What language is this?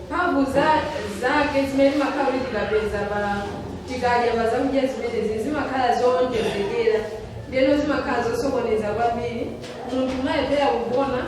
Nyanja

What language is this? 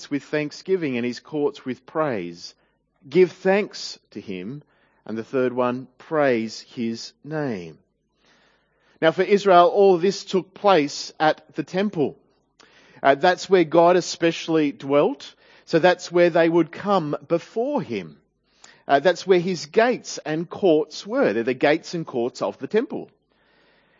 English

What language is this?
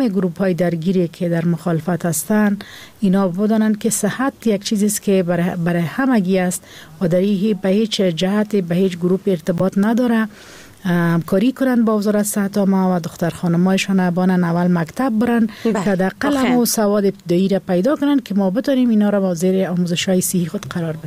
Persian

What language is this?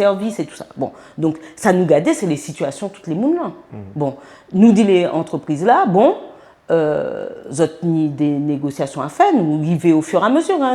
Guadeloupean Creole French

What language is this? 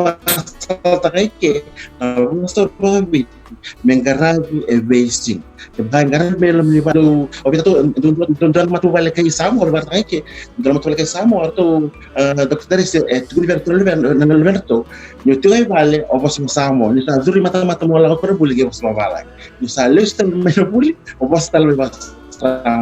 Fijian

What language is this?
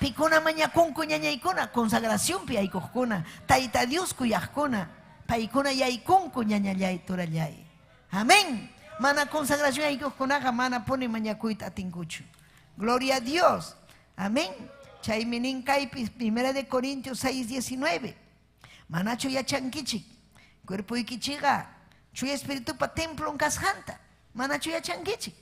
Ayacucho Quechua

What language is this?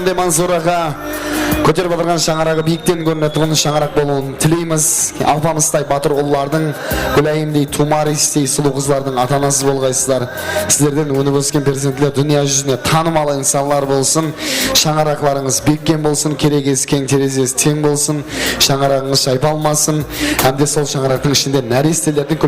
Kara-Kalpak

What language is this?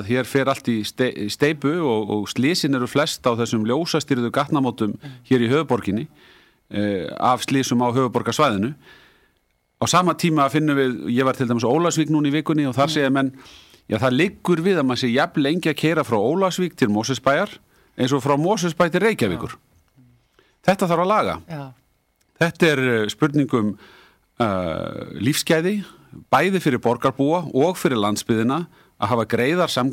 Icelandic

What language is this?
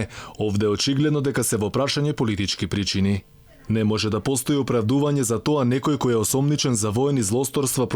Macedonian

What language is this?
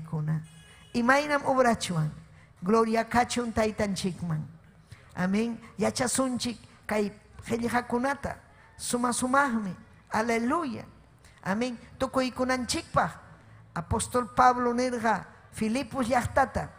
Ayacucho Quechua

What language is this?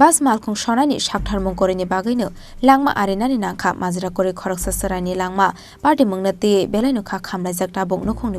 Kok Borok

